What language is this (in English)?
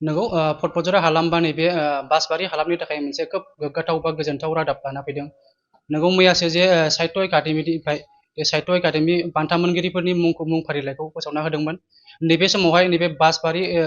Bodo